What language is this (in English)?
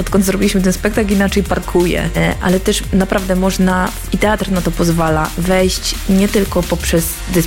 Polish